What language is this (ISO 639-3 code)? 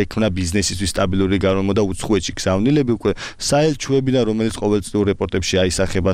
kat